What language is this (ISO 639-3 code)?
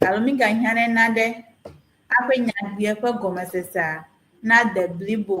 ewe